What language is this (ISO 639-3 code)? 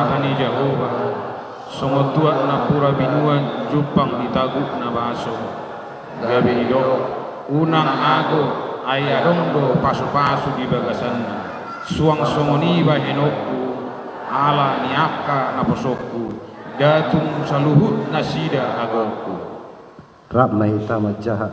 bbc